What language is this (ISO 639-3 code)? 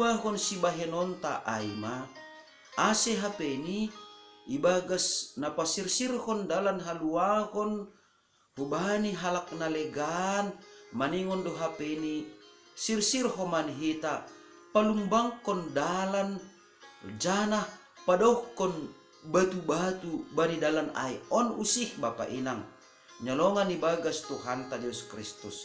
bts